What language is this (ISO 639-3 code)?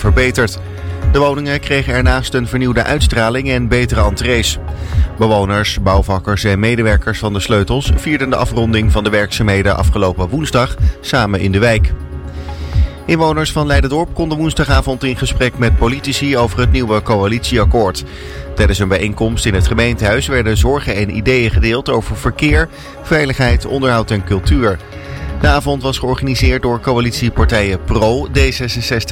nld